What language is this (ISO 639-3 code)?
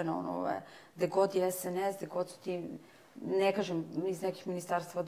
srp